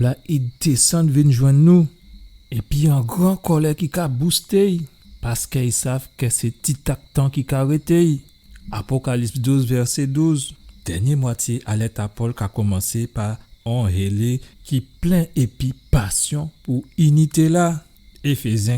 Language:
Guadeloupean Creole French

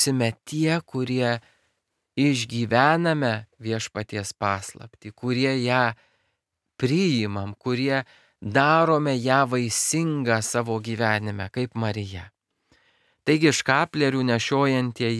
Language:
Lithuanian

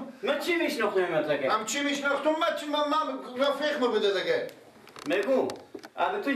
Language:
Persian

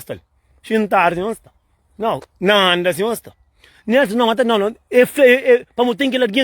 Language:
Kabuverdianu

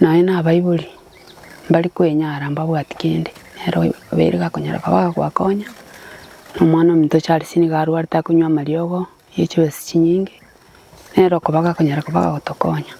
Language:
Gusii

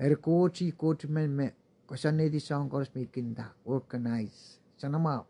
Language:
Pohnpeian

